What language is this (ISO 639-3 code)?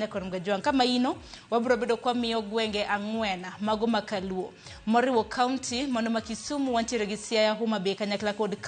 luo